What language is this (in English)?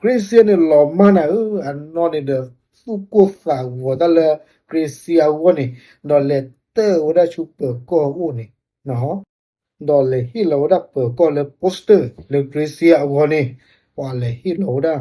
S'gaw Karen